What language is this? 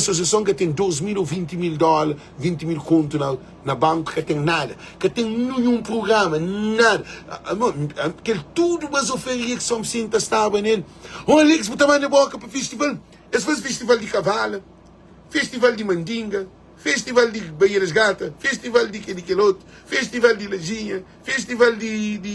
Kabuverdianu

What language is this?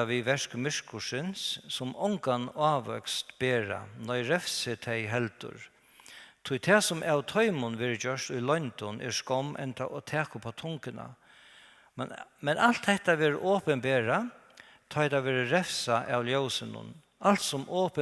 Faroese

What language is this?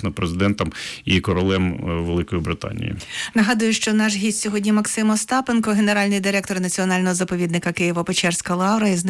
Ukrainian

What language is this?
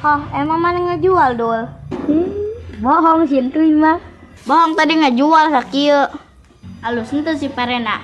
Sundanese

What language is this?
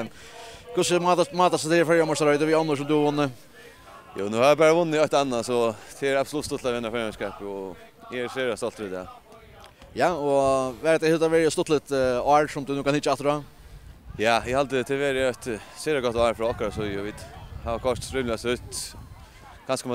Faroese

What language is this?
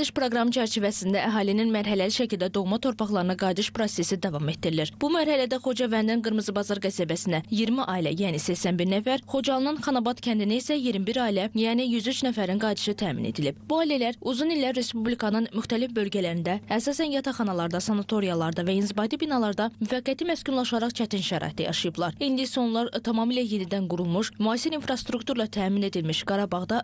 Azerbaijani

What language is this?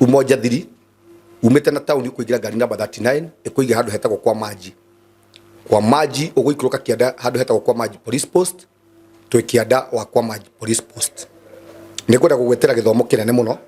Kikuyu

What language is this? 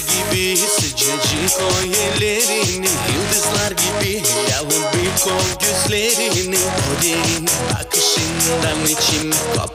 Gagauz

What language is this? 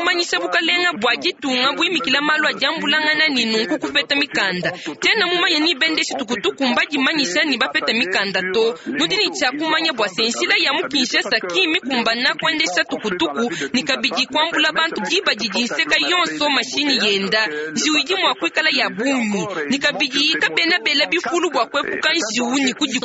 Luba-Lulua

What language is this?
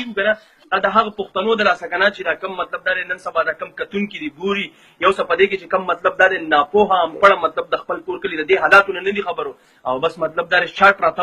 Pashto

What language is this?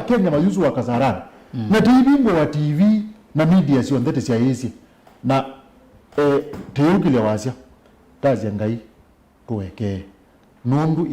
Kamba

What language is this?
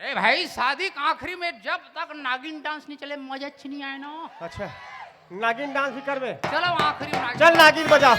Chhattisgarhi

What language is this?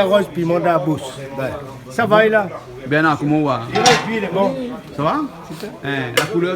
Réunion Creole French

